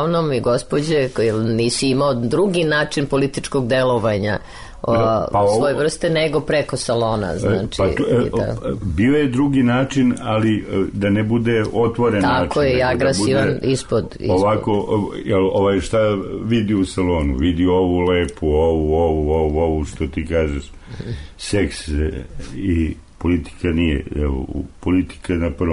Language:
Serbian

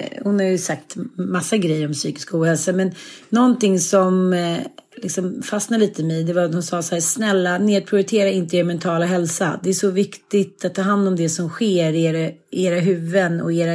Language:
Swedish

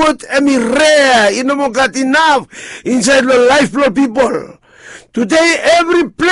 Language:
Bislama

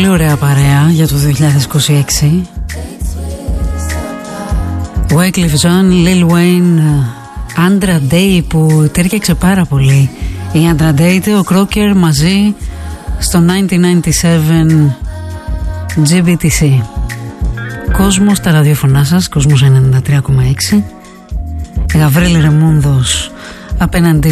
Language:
Greek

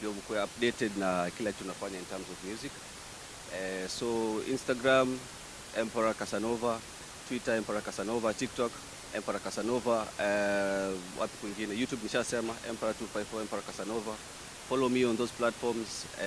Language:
Swahili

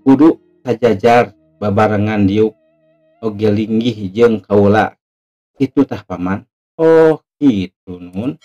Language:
Sundanese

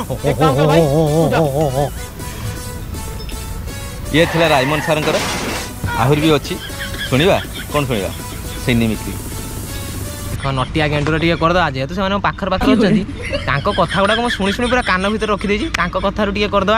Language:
Odia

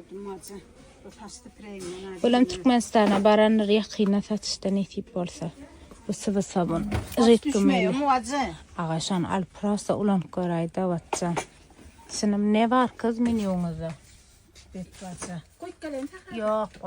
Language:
Turkmen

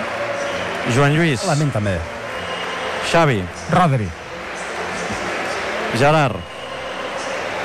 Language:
Catalan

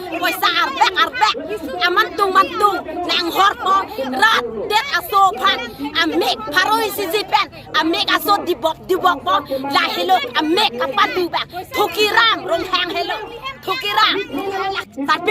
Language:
Karbi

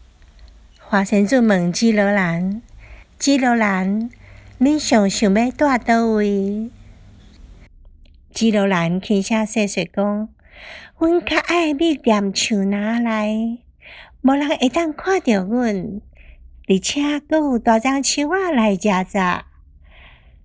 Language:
Min Nan Chinese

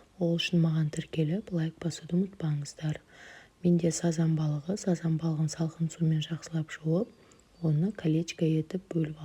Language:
Kazakh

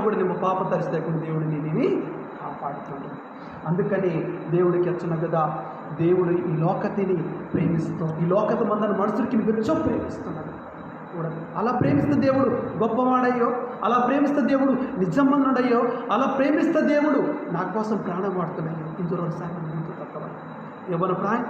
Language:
Koya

